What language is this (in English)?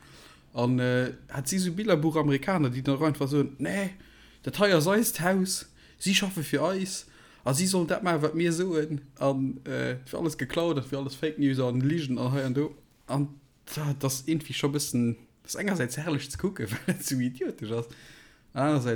Luxembourgish